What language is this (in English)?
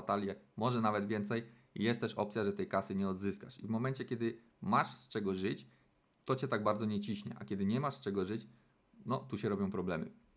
Polish